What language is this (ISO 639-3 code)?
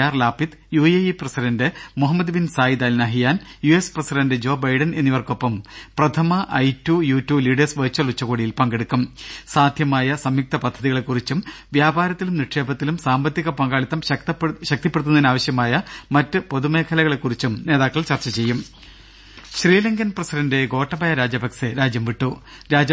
mal